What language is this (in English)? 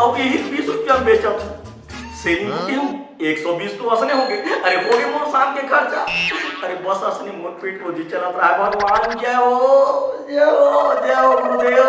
Chhattisgarhi